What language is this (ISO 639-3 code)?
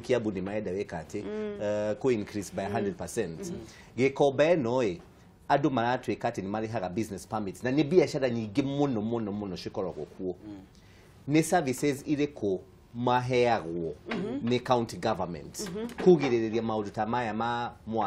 kik